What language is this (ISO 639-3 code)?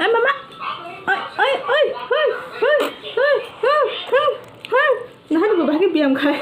trp